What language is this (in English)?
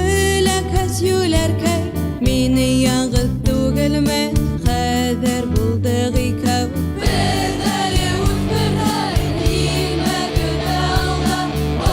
Bashkir